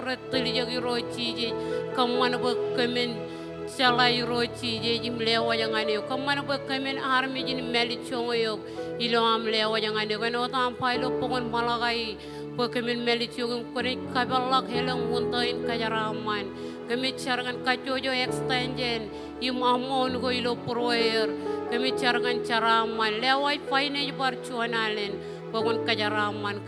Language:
Marshallese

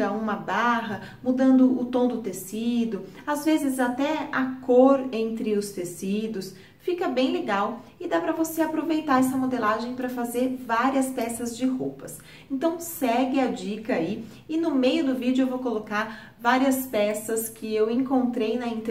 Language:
Portuguese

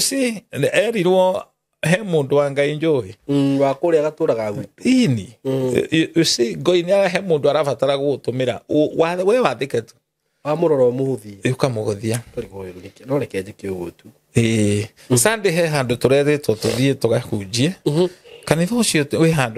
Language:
Kikuyu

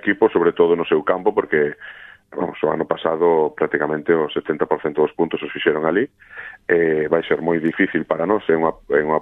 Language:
Galician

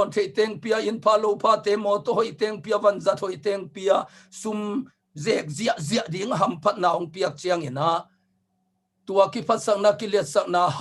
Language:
Tedim Chin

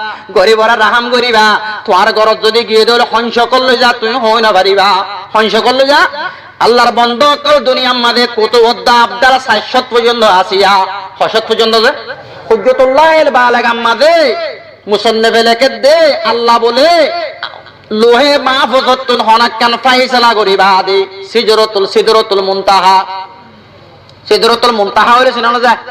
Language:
Rohingya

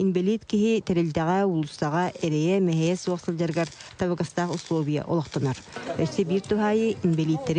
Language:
Yakut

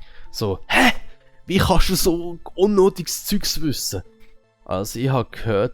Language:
Swiss German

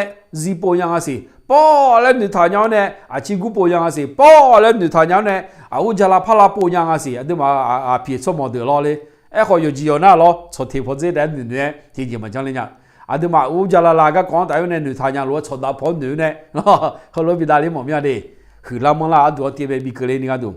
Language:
Akha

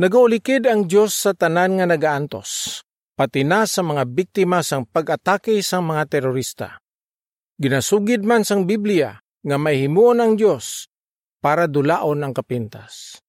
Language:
Hiligaynon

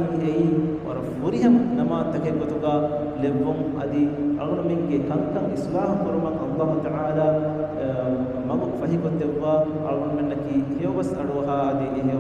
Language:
Divehi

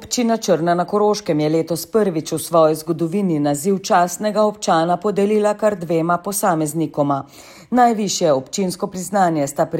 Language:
Slovenian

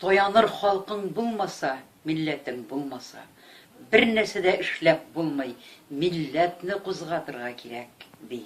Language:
Tatar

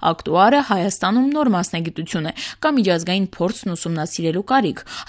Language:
Armenian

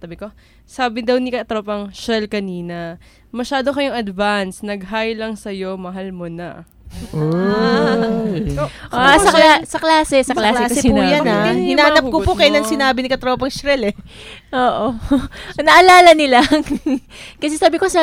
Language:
Filipino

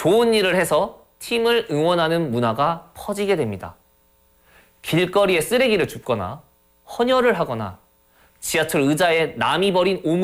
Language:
Korean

